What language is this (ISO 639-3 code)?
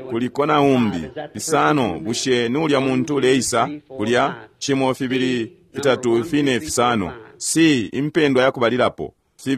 bem